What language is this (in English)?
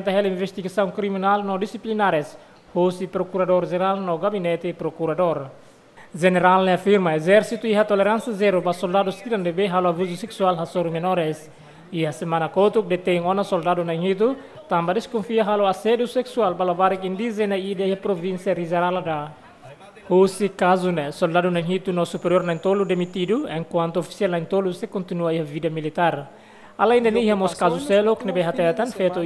Tetum